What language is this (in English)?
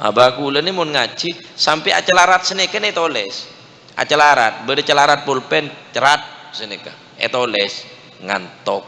Madurese